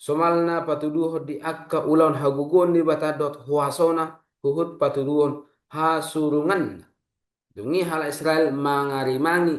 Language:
Batak Toba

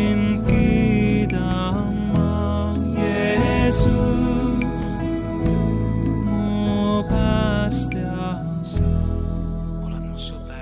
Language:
Estonian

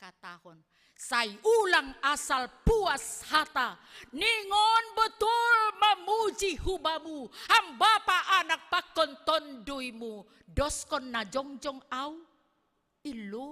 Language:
Batak Simalungun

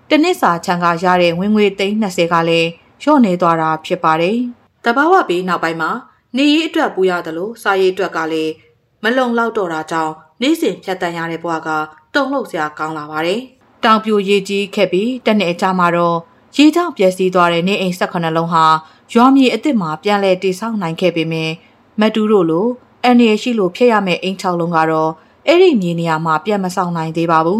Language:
Burmese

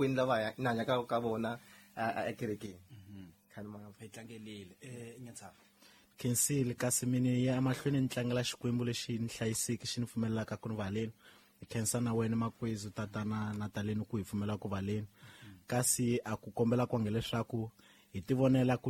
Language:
Tsonga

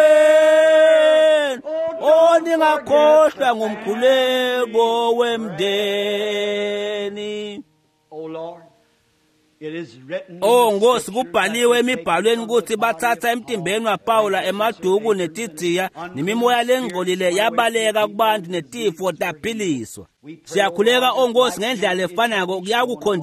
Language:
Swati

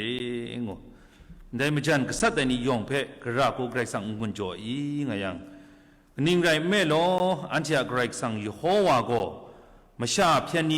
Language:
Kachin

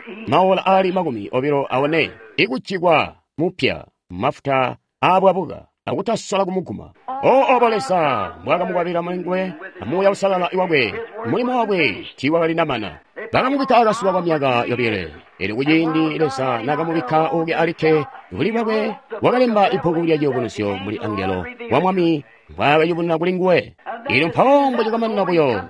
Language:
Tonga (Zambia)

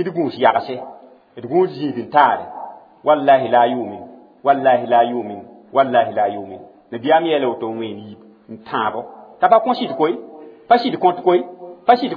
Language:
Mossi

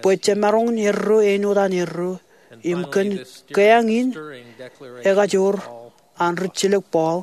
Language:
Marshallese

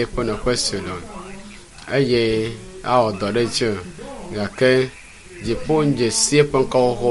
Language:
Ewe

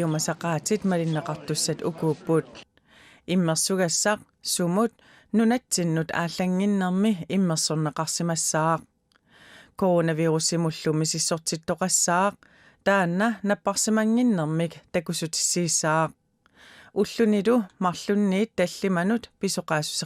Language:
Kalaallisut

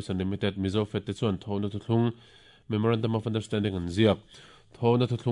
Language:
Mizo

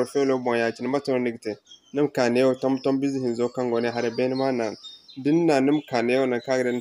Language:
Zarma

